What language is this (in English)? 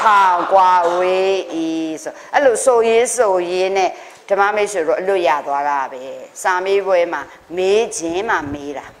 Burmese